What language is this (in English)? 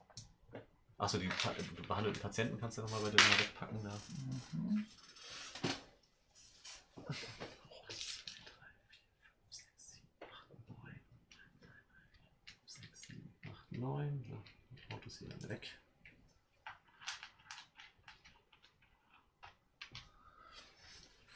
German